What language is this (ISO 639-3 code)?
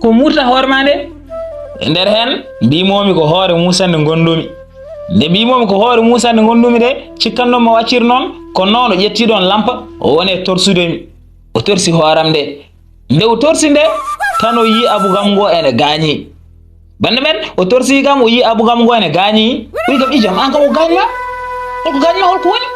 ful